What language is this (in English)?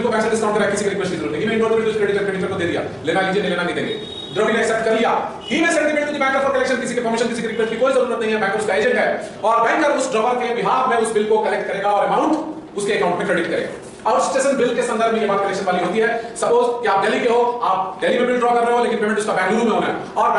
Hindi